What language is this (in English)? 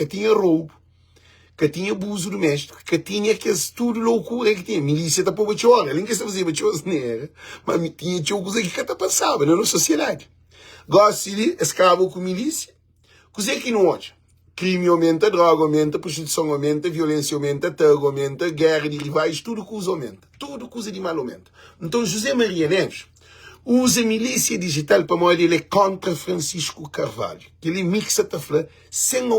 Kabuverdianu